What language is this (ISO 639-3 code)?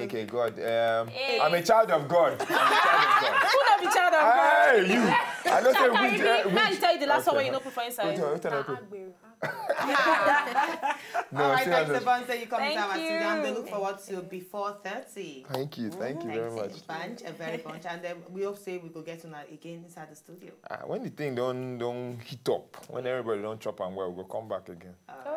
pcm